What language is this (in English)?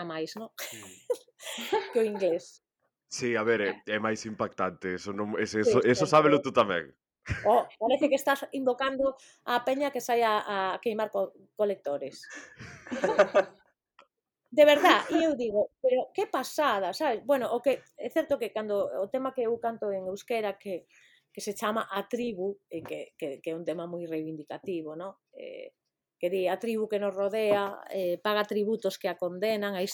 Galician